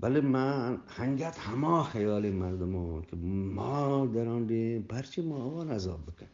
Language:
Eastern Balochi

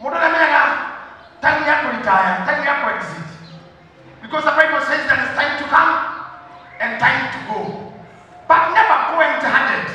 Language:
Kikuyu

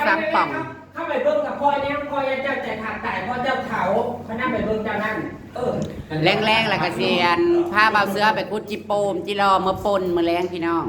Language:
Northeastern Thai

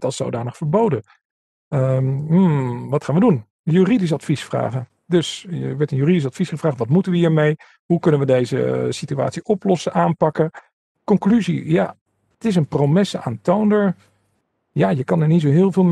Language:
Dutch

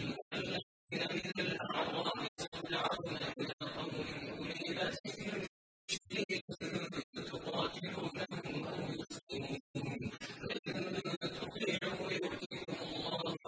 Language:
Arabic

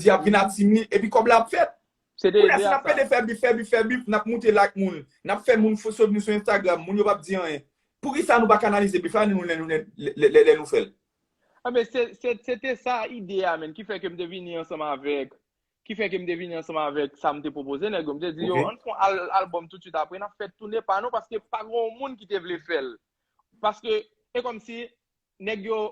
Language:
Haitian Creole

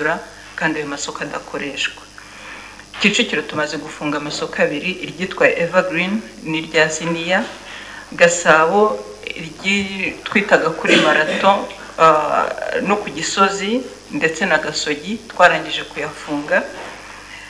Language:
Kinyarwanda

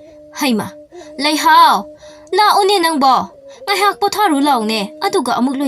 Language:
Manipuri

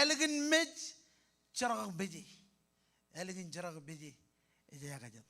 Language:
Marshallese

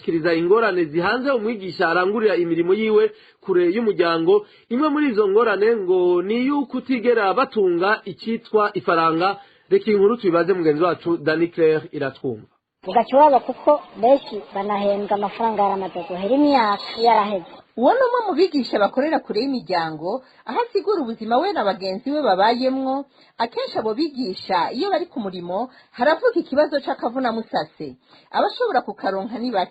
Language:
Rundi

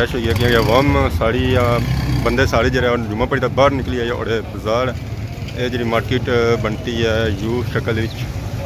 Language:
Pahari-Potwari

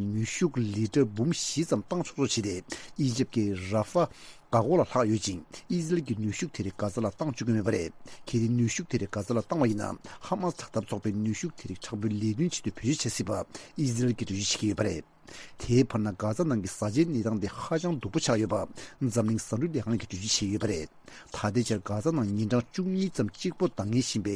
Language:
Tibetan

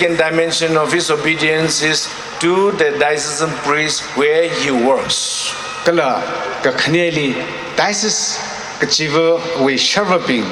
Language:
Tangkhul Naga (India)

